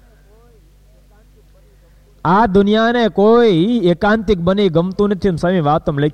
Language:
Gujarati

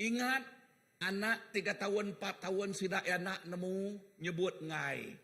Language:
Iban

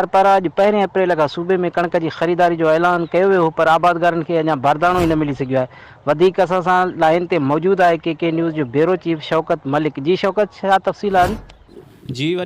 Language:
Sindhi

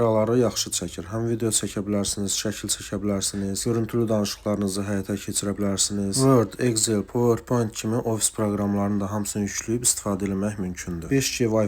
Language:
Azerbaijani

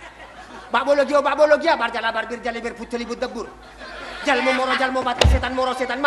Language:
Madurese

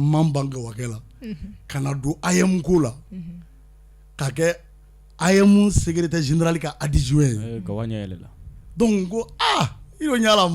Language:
Bambara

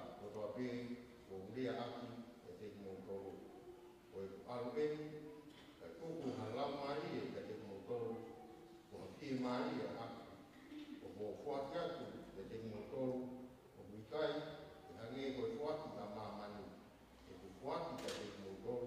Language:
Tongan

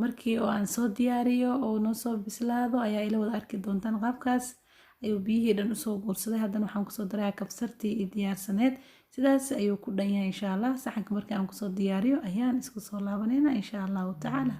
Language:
Somali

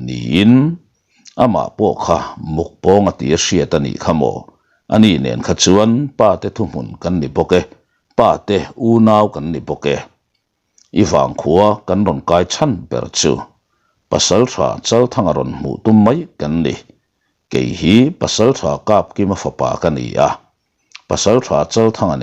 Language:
Mizo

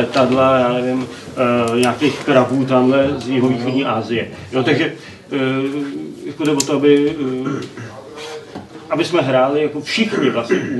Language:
Czech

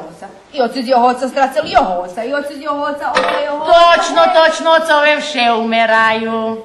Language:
Rusyn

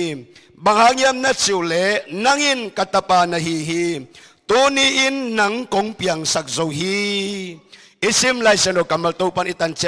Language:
Tedim Chin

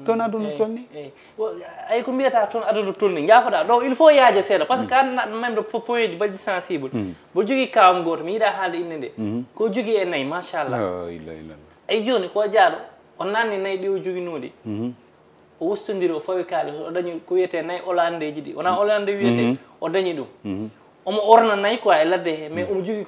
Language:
Fula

